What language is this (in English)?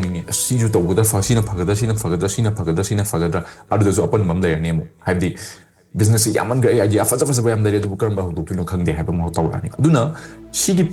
Manipuri